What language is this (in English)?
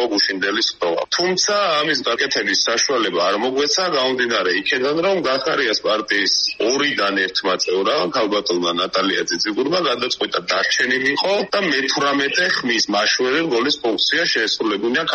Georgian